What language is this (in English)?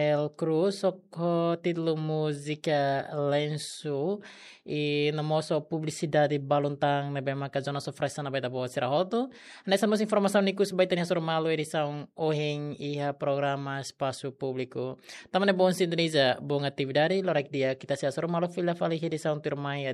Tetum